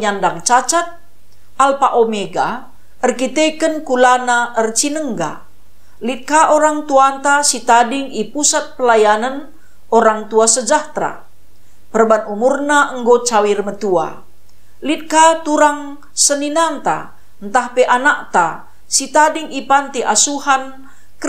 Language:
Batak Karo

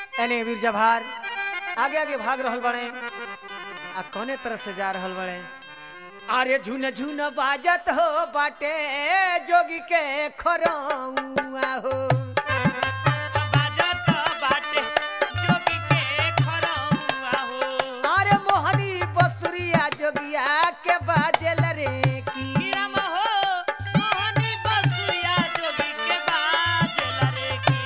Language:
Bhojpuri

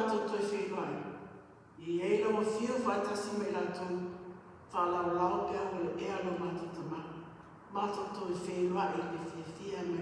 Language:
Samoan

